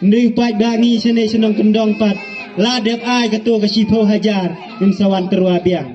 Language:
Khasi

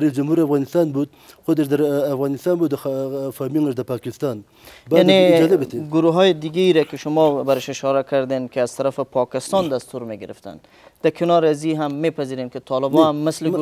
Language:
Persian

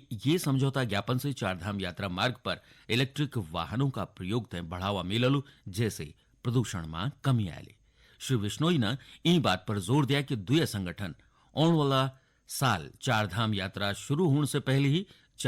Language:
Garhwali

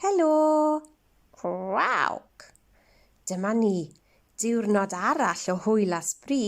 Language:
Welsh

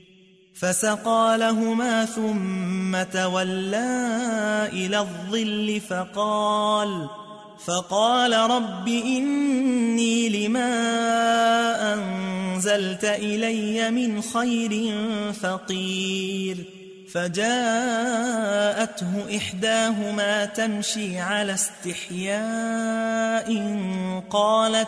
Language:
Arabic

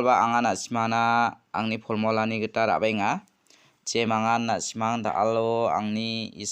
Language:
Garo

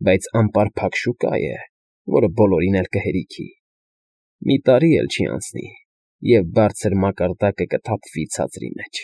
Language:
Armenian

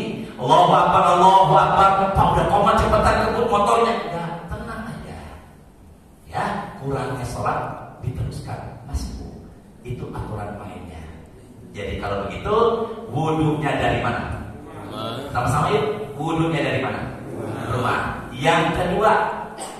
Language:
Indonesian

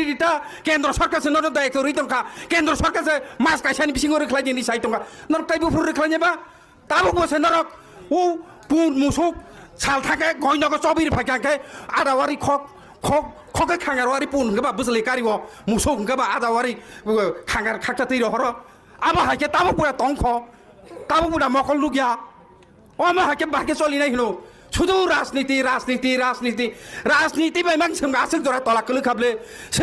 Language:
Kok Borok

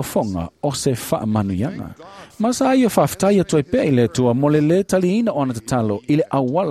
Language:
Samoan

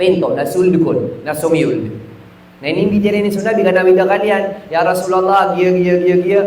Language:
Maranao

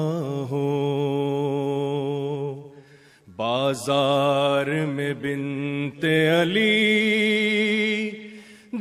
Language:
Urdu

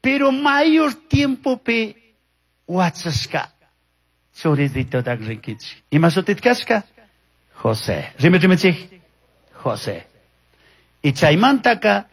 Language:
Chimborazo Highland Quichua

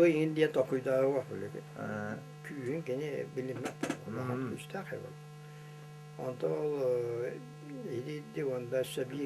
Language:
Yakut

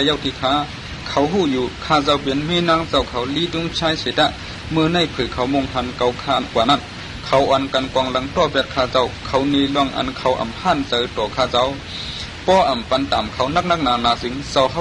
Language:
Shan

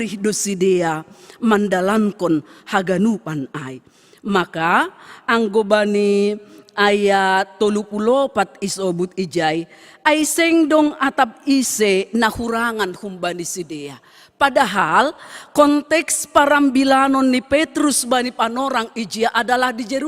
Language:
Batak Simalungun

